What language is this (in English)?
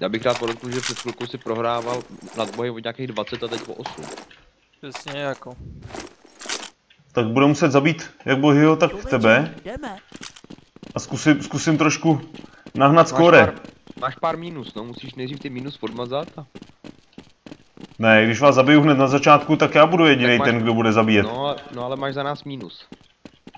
Czech